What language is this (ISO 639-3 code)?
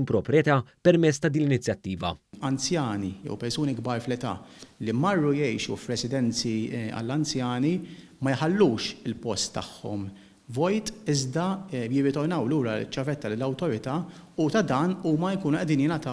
mlt